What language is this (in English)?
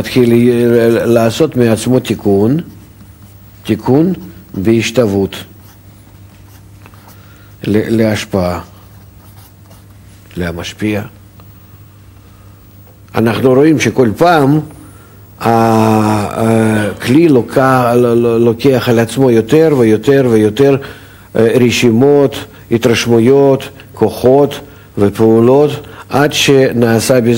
Hebrew